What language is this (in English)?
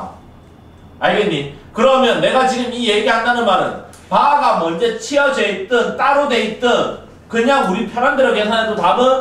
Korean